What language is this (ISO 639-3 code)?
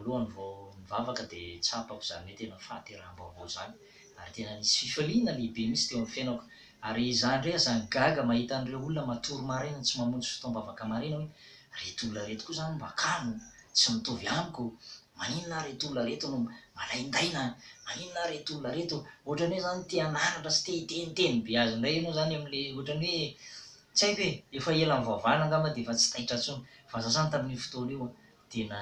mlg